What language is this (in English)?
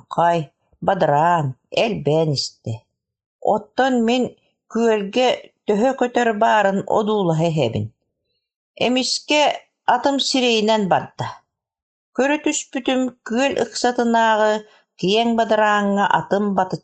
Yakut